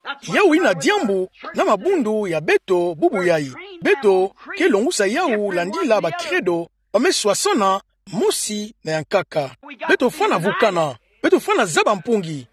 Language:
Kituba (Democratic Republic of Congo)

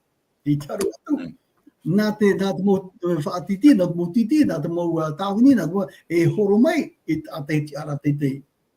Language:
Tahitian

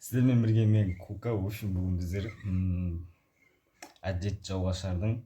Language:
Kazakh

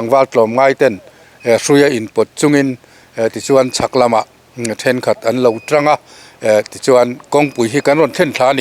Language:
Mizo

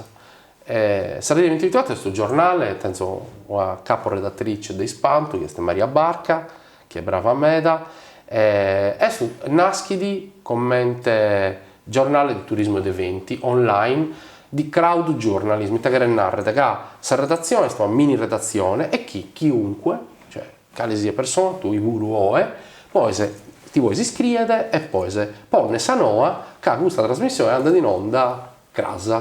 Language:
Sardinian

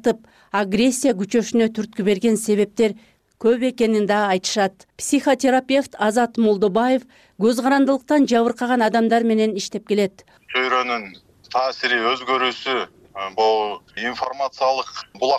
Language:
Kyrgyz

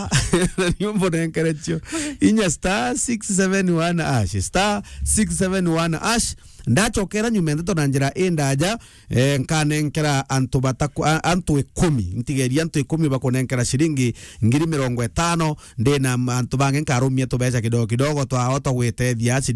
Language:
Meru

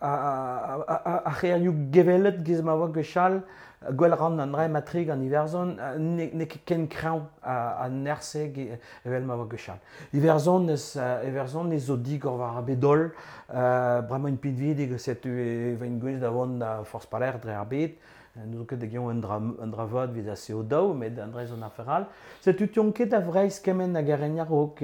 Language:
Breton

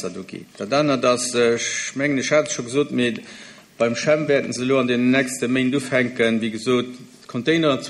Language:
Luxembourgish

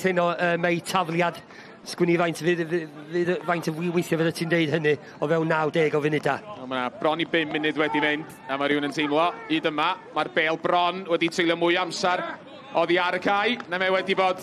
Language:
Welsh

